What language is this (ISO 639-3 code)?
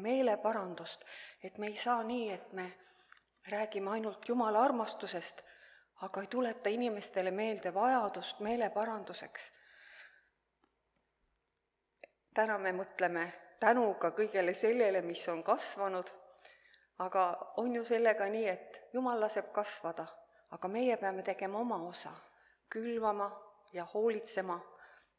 est